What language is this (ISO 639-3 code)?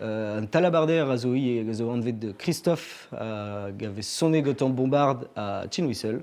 bre